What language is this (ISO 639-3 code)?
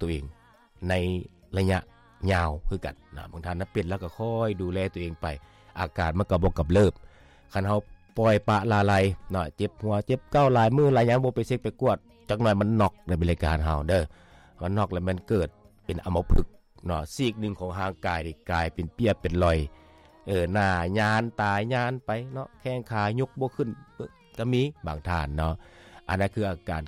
lao